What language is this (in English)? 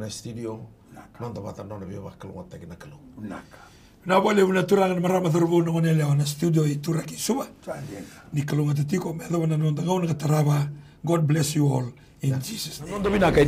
Fijian